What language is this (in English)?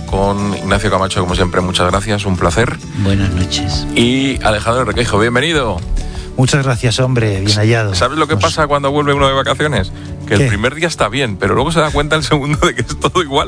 Spanish